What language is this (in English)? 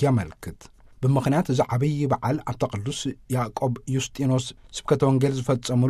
Tigrinya